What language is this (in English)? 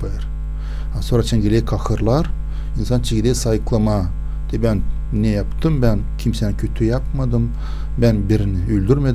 Gagauz